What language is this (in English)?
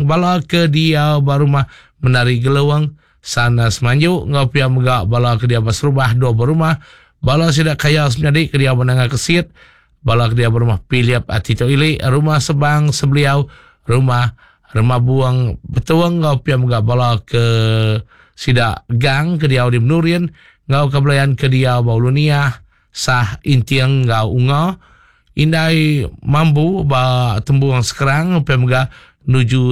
Iban